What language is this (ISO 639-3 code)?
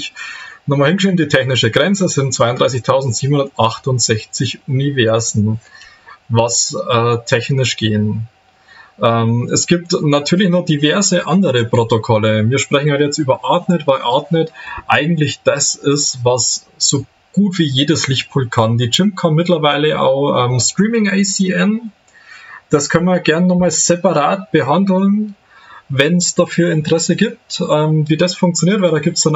deu